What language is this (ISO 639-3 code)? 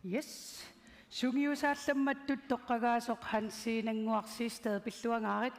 kal